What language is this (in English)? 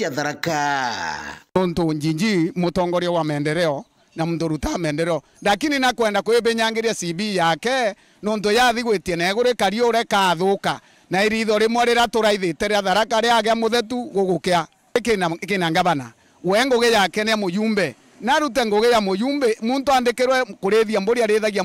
Meru